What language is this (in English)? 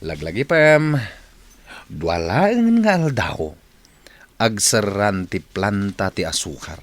Iloko